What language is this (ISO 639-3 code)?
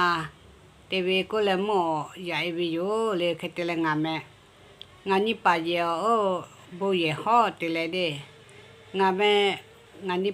lhu